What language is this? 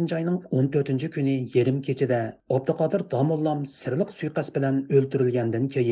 Uyghur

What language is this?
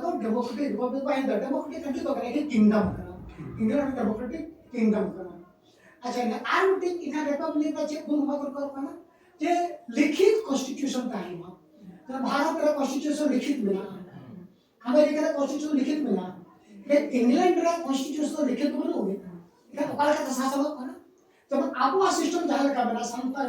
Santali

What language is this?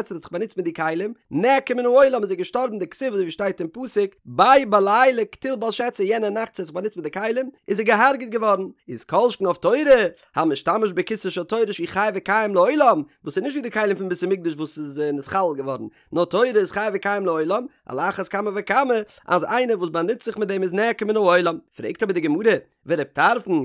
Yiddish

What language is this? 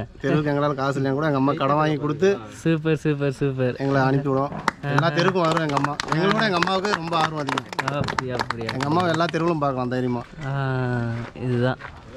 Tamil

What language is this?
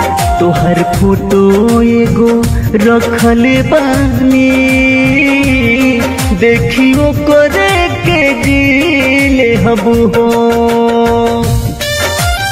Bhojpuri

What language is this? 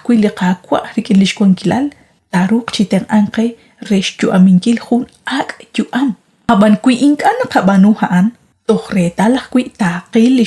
Kekchí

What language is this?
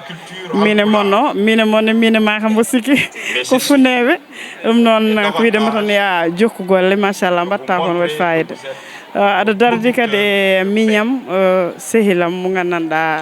Fula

